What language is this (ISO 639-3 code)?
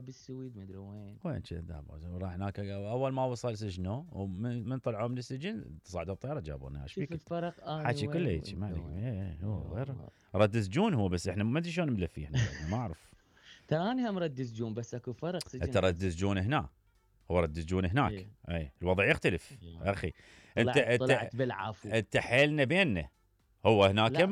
acm